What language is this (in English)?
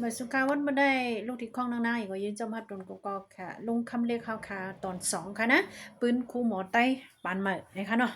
Shan